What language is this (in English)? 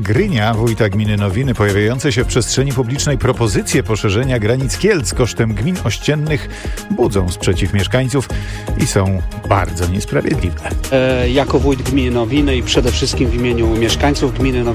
Polish